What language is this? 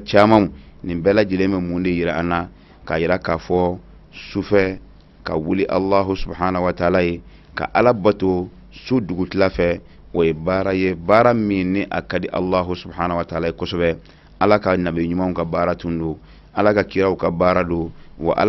Bambara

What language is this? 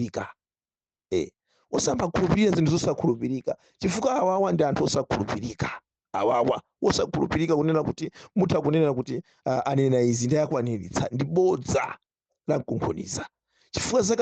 Nyanja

